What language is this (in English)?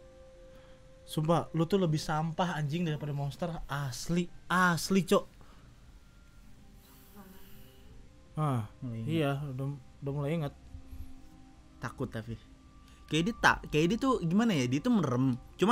Indonesian